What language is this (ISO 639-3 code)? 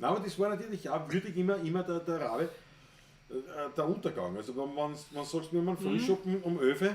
bar